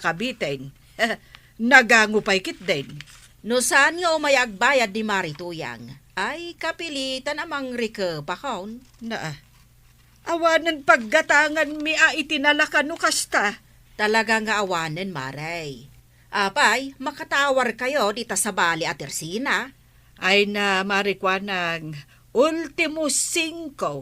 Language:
Iloko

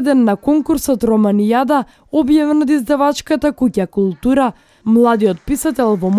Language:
Macedonian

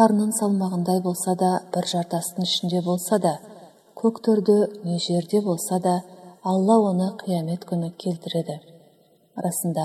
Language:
Kazakh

